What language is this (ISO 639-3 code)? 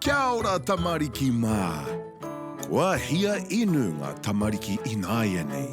mri